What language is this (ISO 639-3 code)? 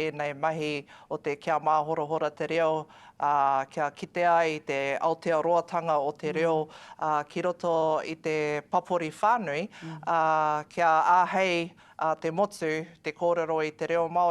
mri